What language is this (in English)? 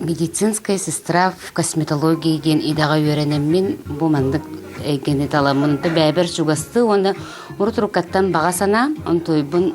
Yakut